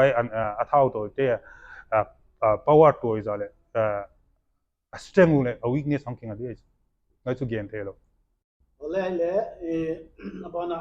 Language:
Paite Chin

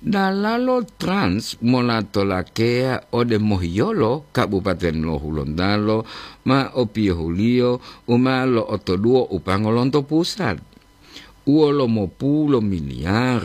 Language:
Gorontalo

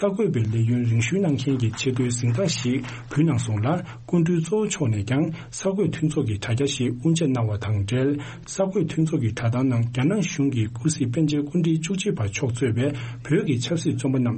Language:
Tibetan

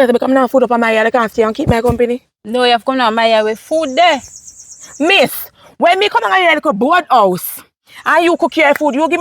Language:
Jamaican Creole English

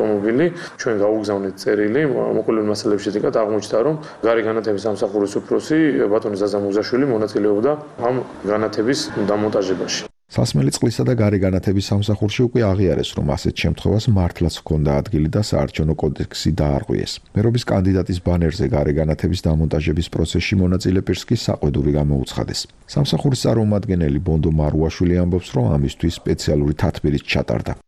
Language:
Georgian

